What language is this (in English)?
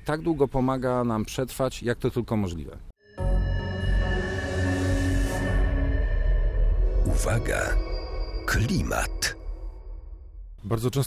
Polish